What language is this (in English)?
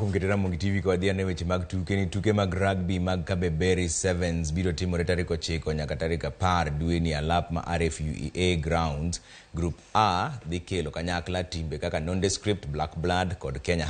Luo (Kenya and Tanzania)